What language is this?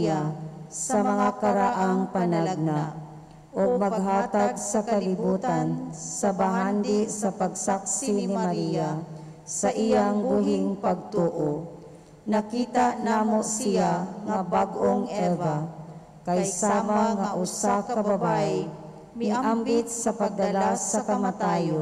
Cebuano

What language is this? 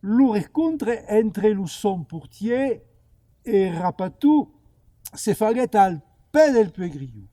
Occitan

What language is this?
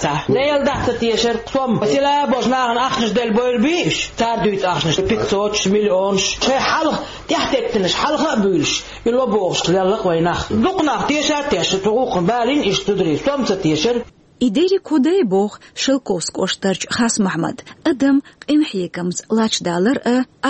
Chechen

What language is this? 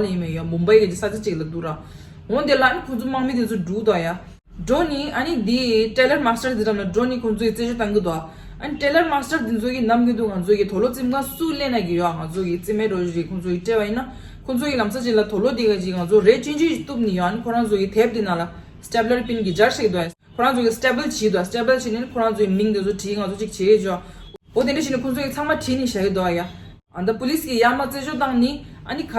Tibetan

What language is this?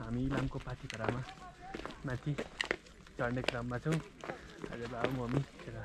Nepali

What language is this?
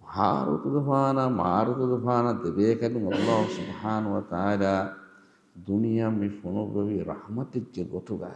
Divehi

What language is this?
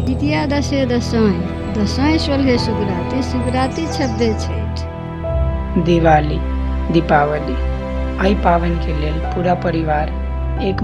Maithili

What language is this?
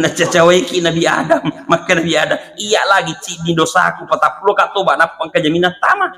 Buginese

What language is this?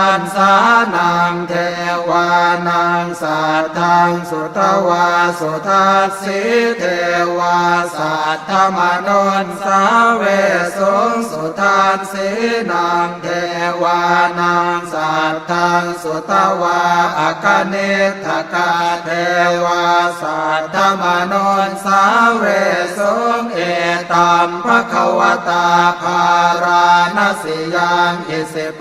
Pali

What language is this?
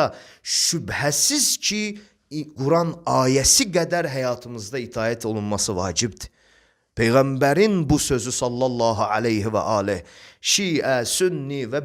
Azerbaijani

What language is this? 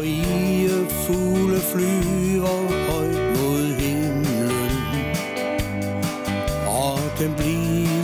Danish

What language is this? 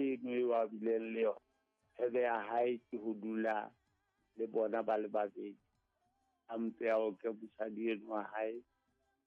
Southern Sotho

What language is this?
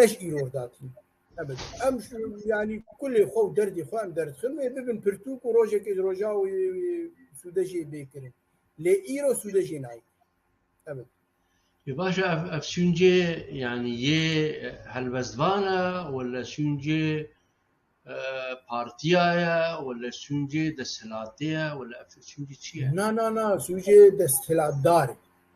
Kurdish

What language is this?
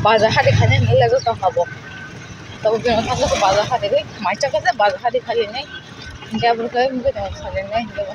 Kok Borok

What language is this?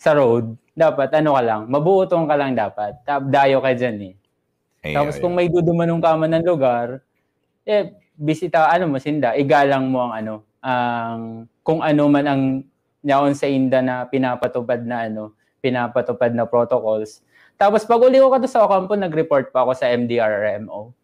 Bikol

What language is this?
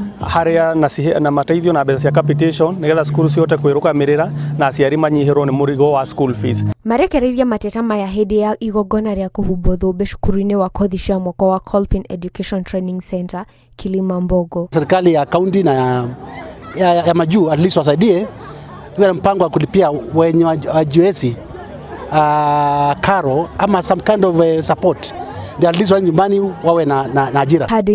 Kikuyu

